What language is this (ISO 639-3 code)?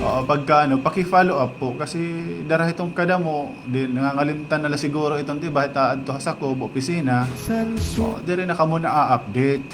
war